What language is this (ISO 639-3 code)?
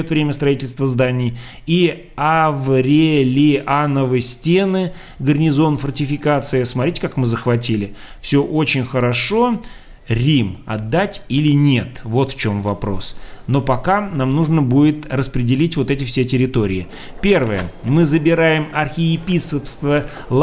rus